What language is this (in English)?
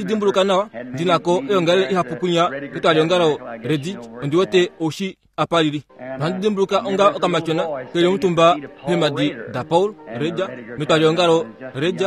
Kuanyama